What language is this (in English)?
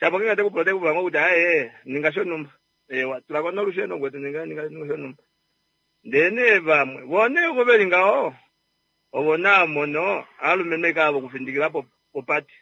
Kuanyama